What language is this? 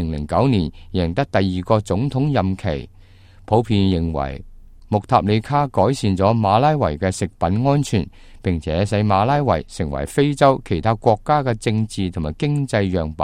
Cantonese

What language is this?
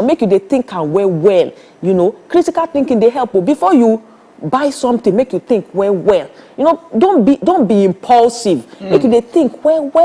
Nigerian Pidgin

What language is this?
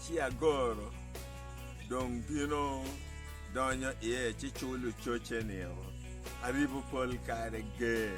Acoli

